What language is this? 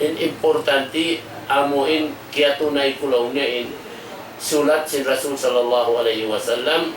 Tausug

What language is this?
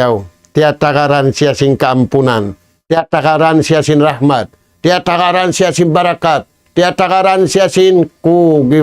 Tausug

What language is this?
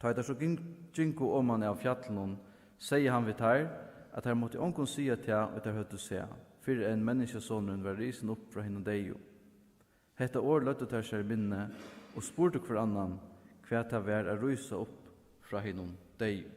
Faroese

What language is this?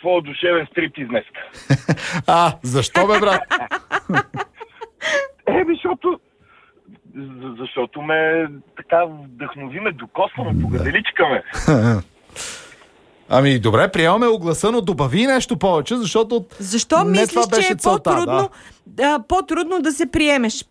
Bulgarian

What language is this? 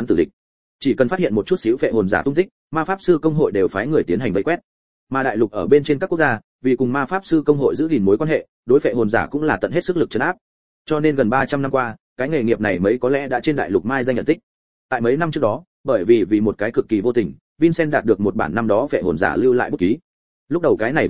Vietnamese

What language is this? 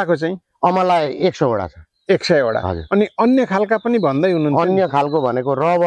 Nepali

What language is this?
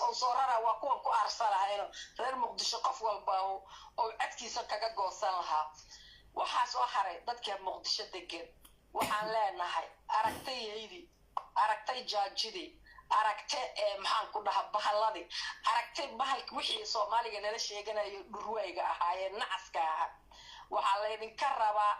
Somali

